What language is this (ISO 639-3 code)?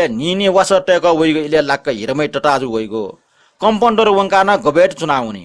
new